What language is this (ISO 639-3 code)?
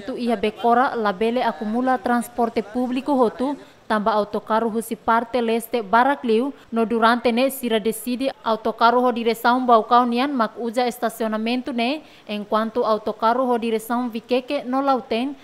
tet